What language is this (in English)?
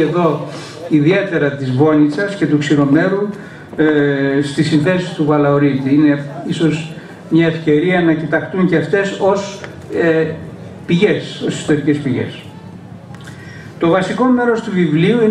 Greek